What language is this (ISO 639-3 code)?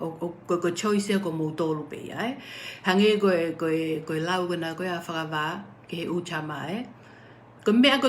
ton